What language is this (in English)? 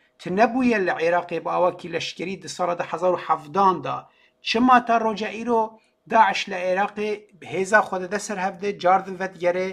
Kurdish